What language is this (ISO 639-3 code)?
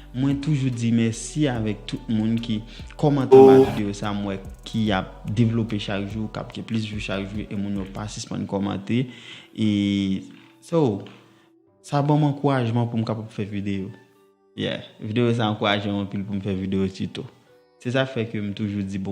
hat